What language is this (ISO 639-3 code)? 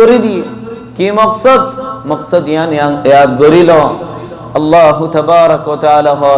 rhg